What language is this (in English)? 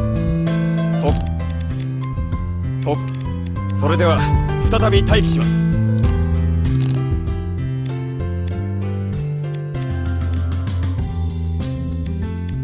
Japanese